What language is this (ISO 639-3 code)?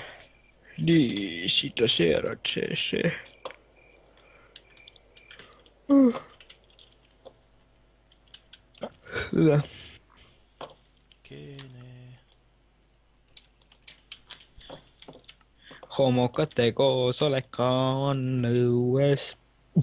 est